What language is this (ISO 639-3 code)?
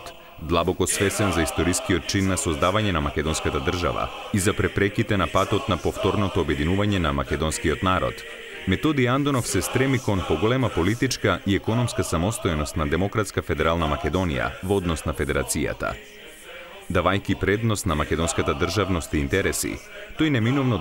mkd